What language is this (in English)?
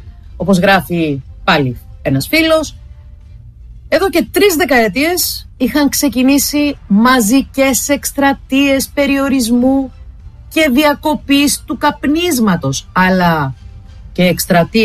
Greek